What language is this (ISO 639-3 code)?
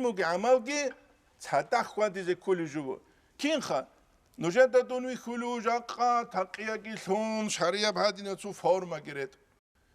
ava